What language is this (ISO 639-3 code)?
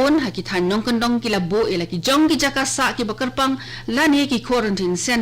kha